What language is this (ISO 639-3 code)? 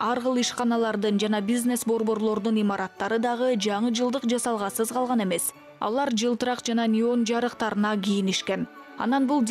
kir